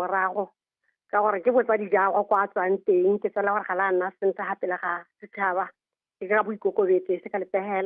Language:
Tswana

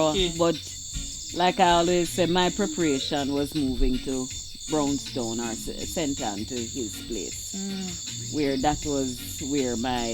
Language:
Jamaican Creole English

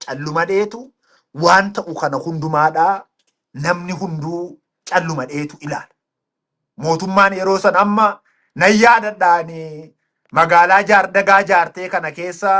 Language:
Oromo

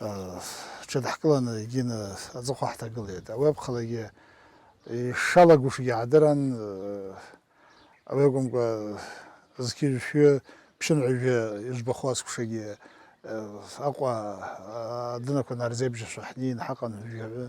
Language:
Abkhazian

